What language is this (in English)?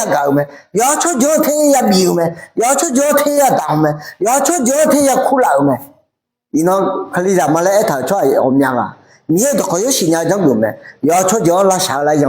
Akha